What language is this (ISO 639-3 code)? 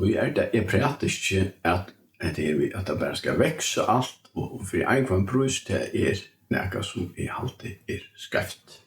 fao